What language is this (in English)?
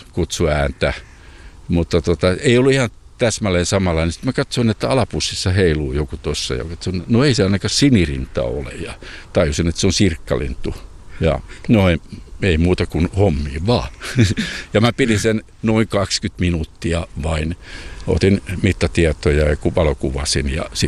Finnish